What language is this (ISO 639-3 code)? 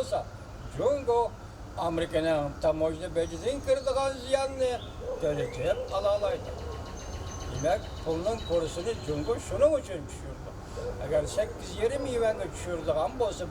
uig